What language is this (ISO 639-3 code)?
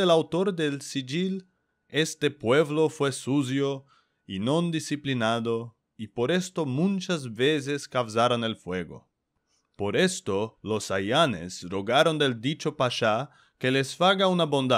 lad